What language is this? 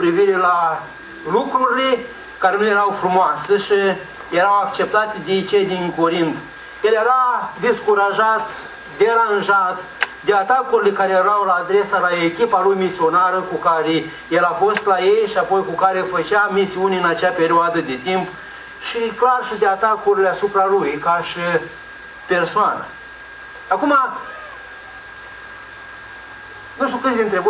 Romanian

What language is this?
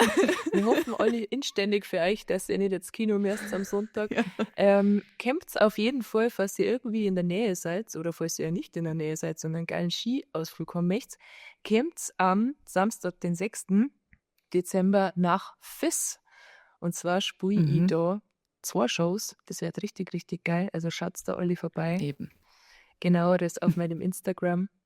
Bavarian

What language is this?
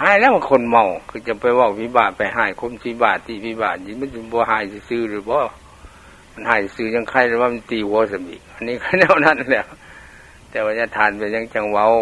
Lao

